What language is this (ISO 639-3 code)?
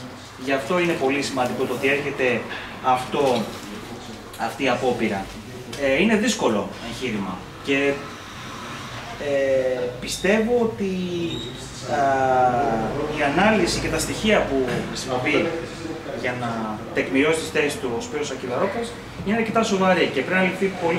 ell